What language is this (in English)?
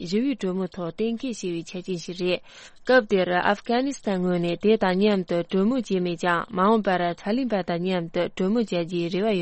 Tibetan